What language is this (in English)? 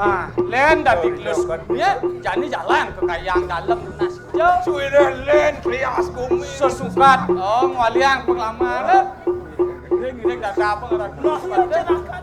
Balinese